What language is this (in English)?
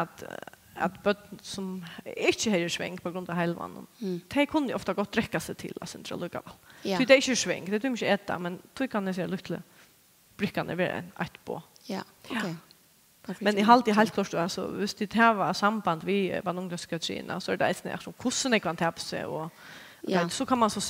Faroese